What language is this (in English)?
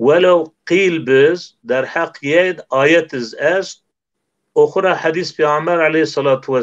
Zaza